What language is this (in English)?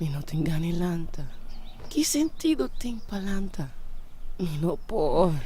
Papiamento